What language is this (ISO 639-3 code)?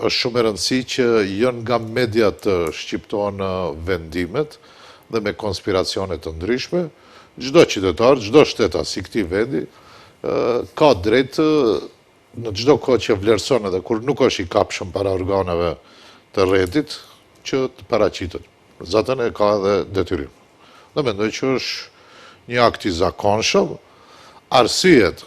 sqi